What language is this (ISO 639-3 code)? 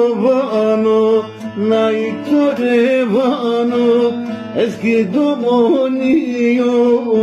zza